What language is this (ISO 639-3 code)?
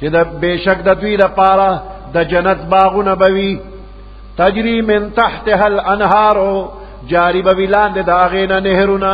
pus